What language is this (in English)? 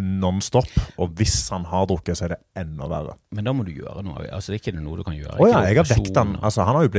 Norwegian